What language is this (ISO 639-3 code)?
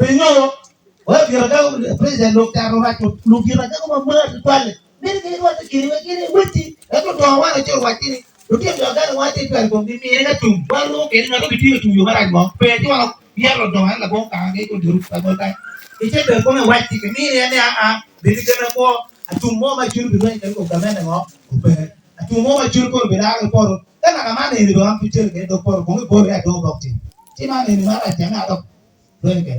ach